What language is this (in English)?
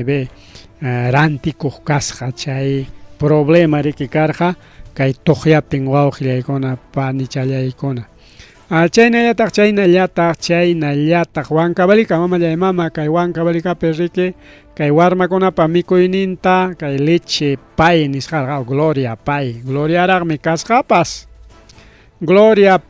Ayacucho Quechua